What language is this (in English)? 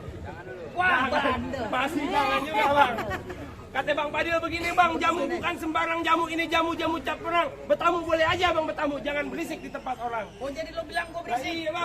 Betawi